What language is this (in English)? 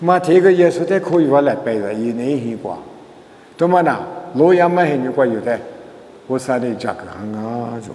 Lisu